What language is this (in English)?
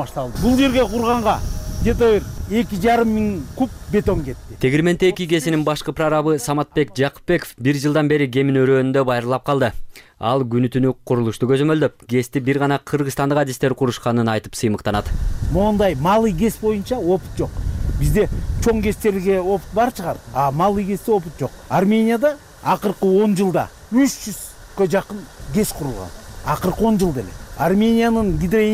Kyrgyz